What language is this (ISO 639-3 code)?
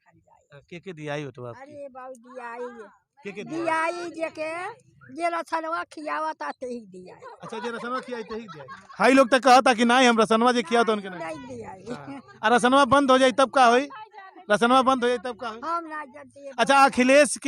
bho